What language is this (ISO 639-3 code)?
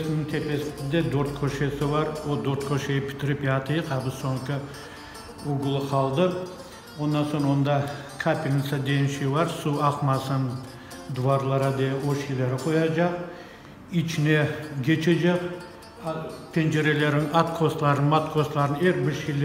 crh